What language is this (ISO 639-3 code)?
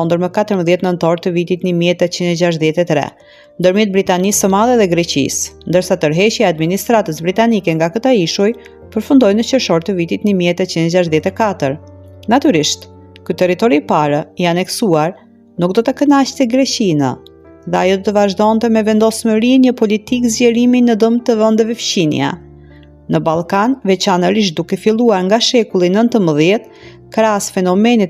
sqi